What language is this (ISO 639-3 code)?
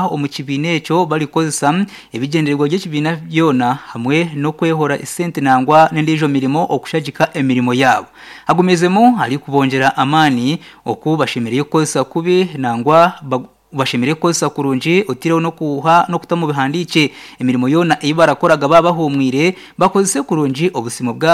nyn